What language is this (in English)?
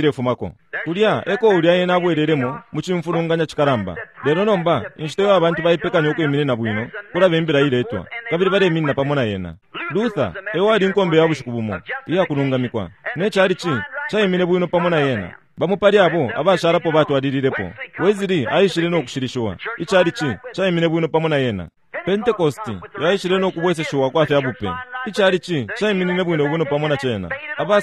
Bemba